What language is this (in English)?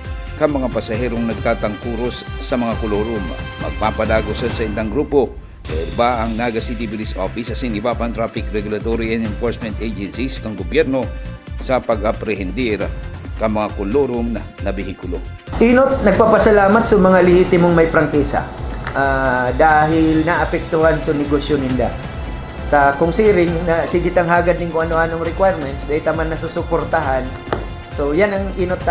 Bikol